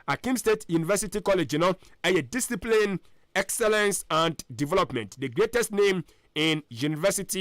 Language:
Akan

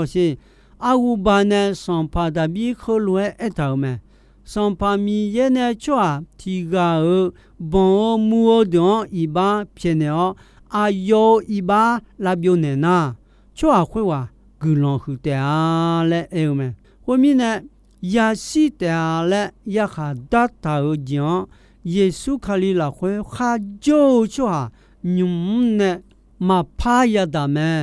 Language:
Akha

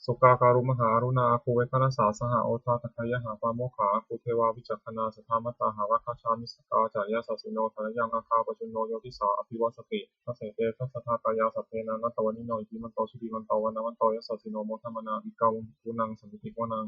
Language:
Pali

